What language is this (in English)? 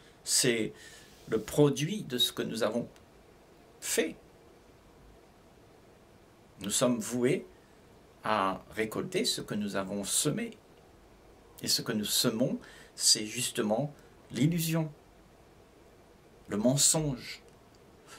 French